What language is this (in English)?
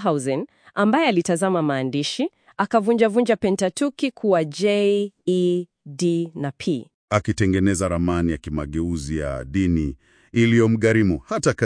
Swahili